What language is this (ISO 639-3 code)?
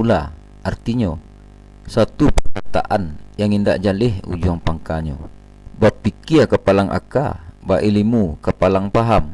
min